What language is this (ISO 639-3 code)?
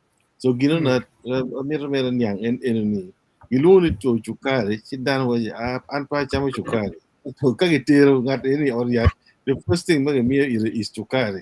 ach